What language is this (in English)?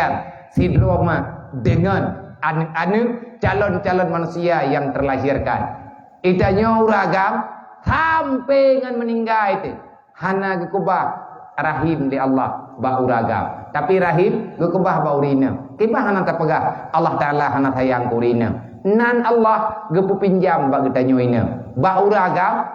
Achinese